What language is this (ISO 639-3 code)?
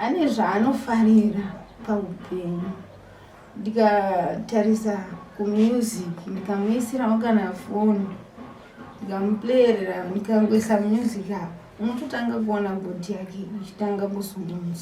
sna